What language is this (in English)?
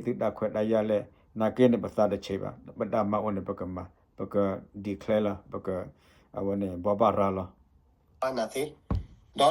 S'gaw Karen